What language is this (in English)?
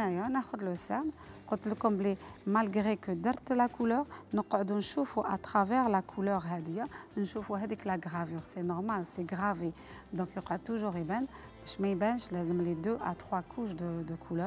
Algerian Arabic